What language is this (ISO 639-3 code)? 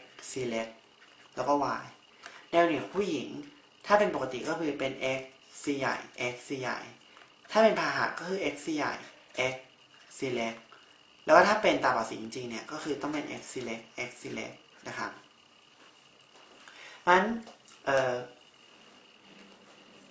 tha